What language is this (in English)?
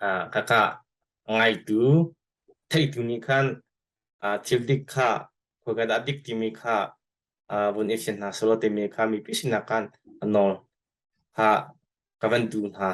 Hakha Chin